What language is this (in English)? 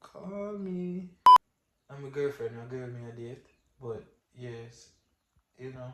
Jamaican Creole English